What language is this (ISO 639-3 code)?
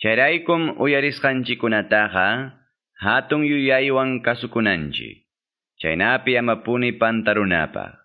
que